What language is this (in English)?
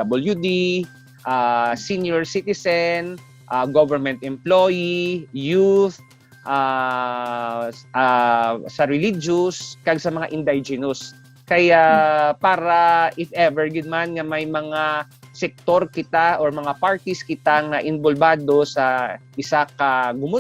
Hiligaynon